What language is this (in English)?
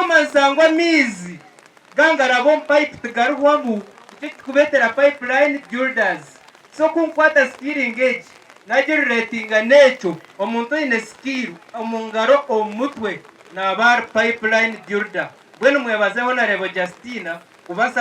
Nyankole